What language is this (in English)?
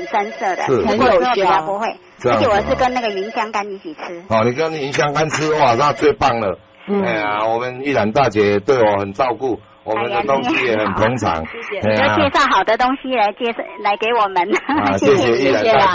Min Nan Chinese